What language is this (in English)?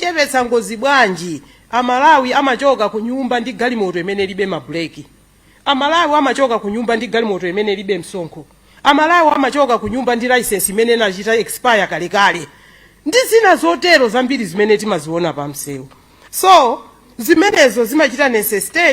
Nyanja